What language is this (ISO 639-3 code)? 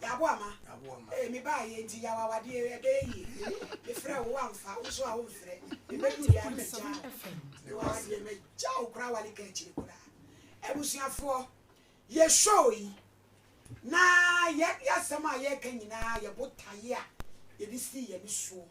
aka